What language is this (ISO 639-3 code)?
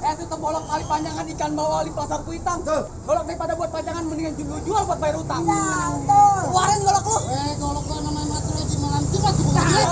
bew